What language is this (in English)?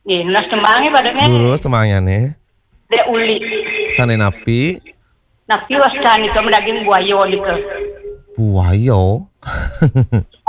Balinese